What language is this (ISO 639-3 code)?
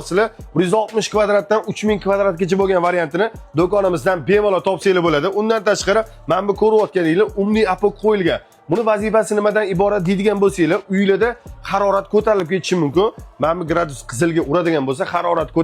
uzb